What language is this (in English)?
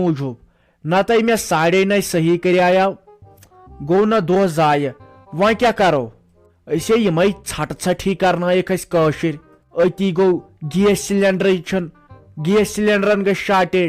Kashmiri